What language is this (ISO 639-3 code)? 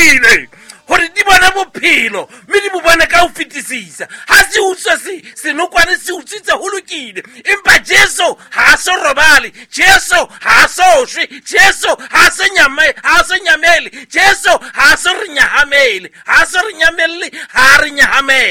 sot